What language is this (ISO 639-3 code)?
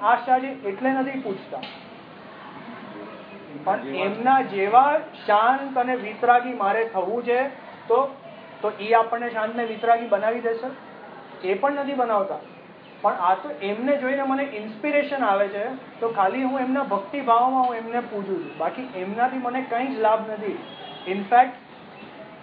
guj